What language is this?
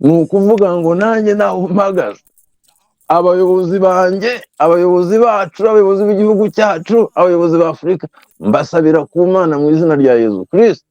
Kinyarwanda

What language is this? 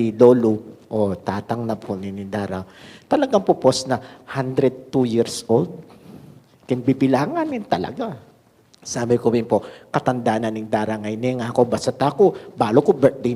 Pampanga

